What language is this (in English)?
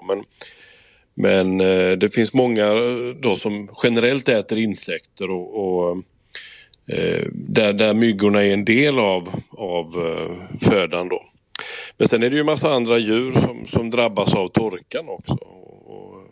Swedish